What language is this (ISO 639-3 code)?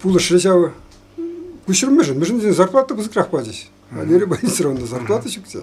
chv